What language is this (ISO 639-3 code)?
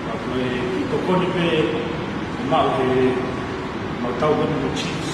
ton